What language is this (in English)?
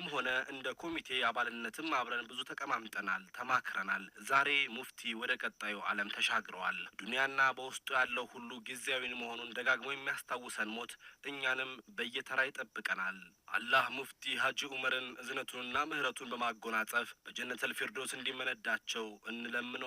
Amharic